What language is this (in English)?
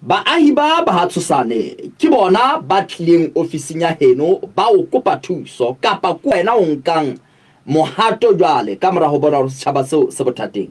Southern Sotho